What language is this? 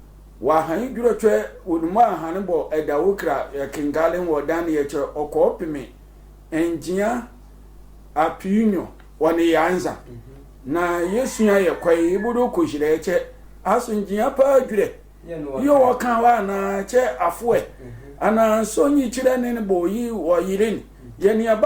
Sehwi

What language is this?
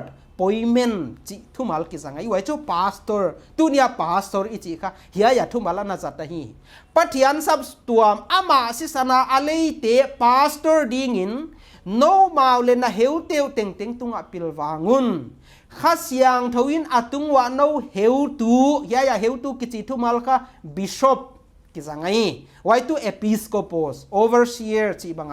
Paite Chin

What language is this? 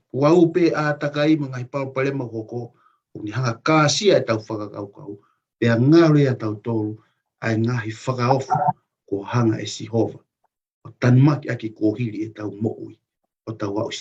Tongan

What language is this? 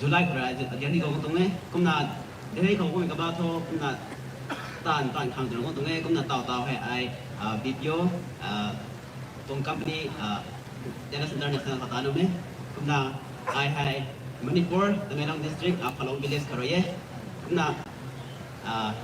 Rongmei Naga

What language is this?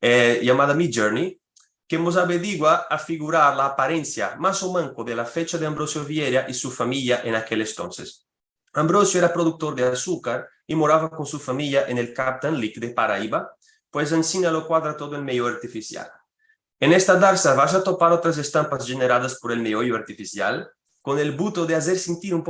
Ladino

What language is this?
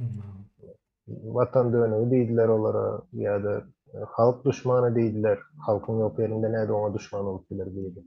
Turkmen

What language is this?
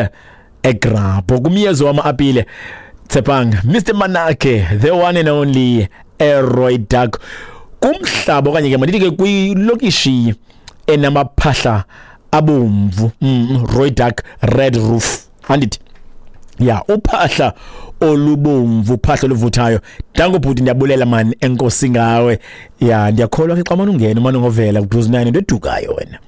Xhosa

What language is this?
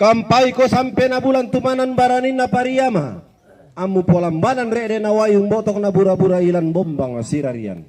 Toraja-Sa'dan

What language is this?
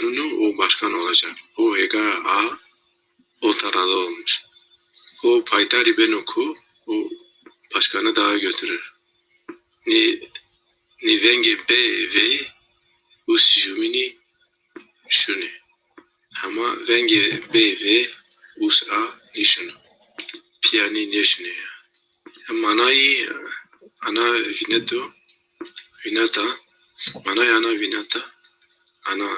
Zaza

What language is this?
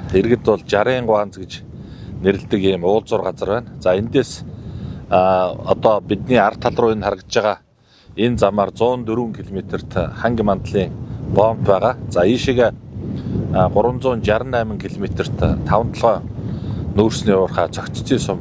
Mongolian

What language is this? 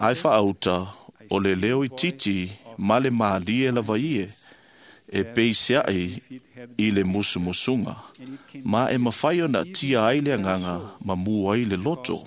Samoan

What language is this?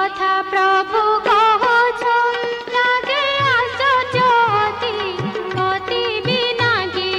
Odia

